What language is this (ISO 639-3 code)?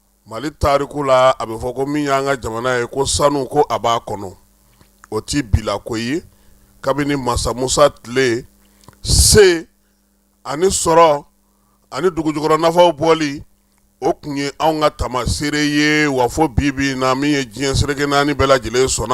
bam